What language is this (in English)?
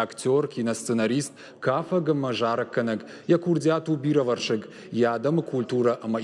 Ossetic